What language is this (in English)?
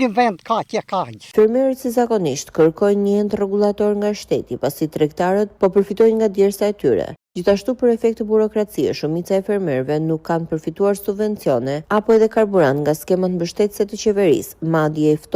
Albanian